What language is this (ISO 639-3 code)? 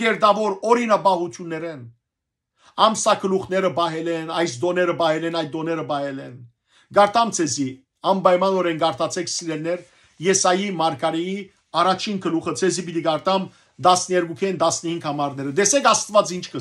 hyw